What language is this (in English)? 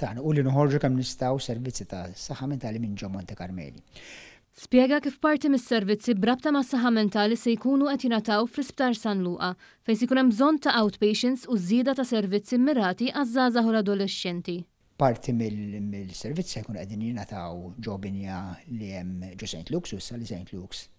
Maltese